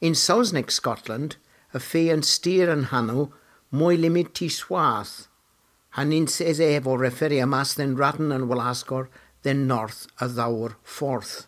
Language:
Cornish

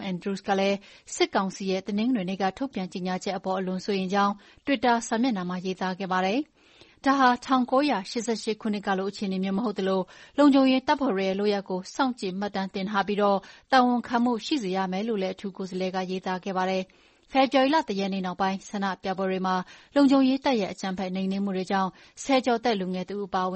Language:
Burmese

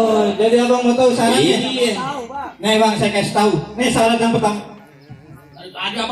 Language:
Betawi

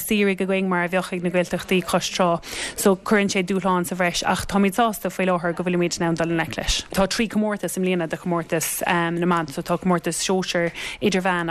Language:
Irish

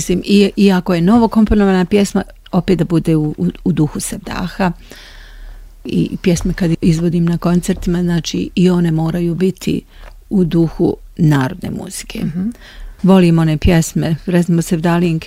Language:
Bosnian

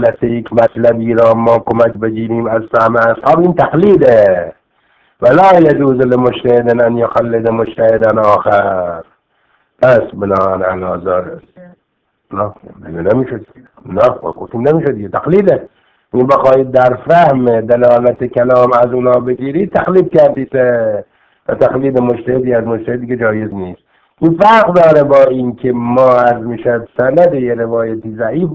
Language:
Persian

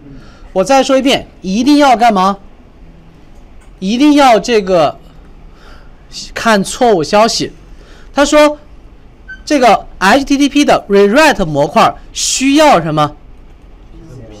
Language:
Chinese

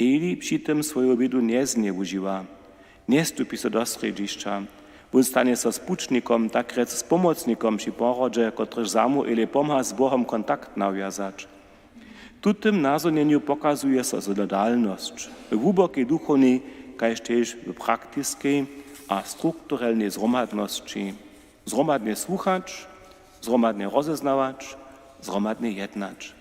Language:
Upper Sorbian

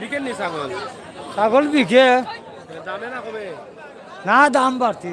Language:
Sylheti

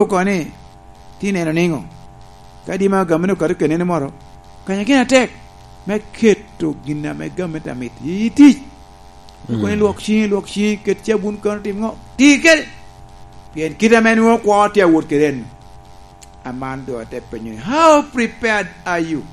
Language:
Lango (Uganda)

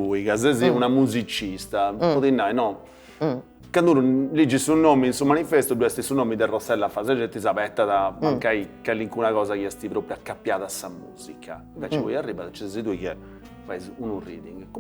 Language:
Sardinian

